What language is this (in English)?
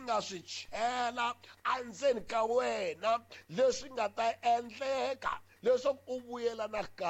Tsonga